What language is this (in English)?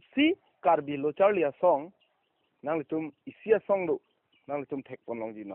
Karbi